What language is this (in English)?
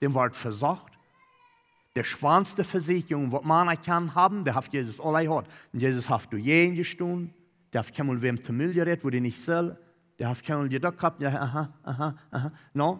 Plautdietsch